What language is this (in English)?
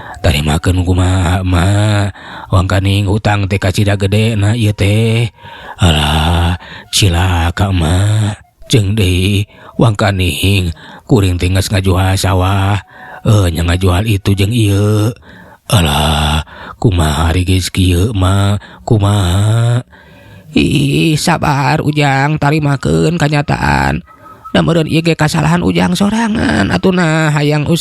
Sundanese